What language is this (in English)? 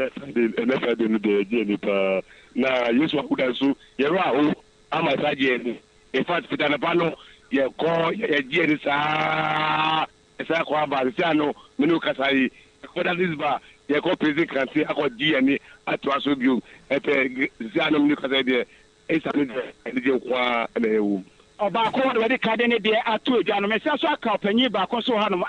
Akan